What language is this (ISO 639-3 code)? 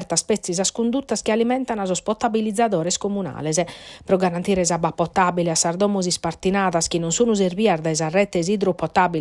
srd